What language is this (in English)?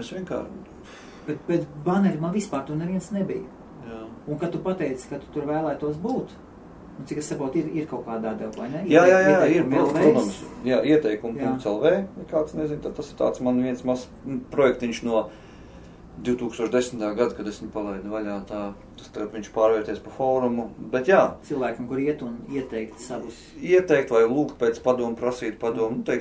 Latvian